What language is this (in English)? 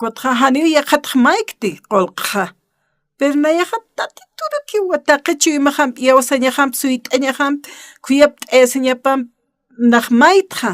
Aymara